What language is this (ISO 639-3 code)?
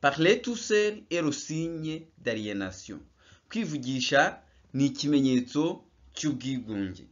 kin